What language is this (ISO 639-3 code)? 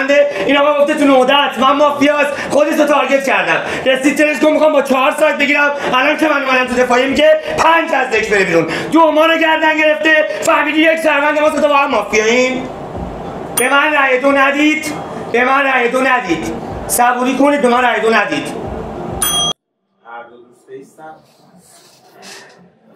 fas